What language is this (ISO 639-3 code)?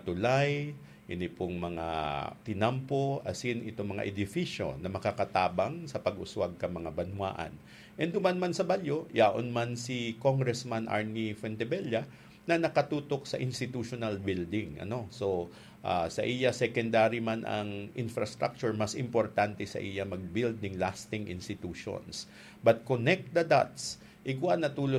bik